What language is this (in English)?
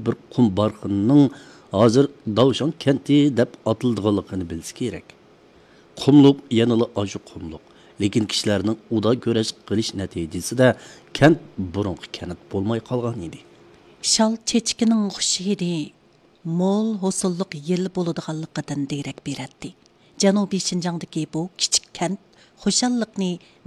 Uyghur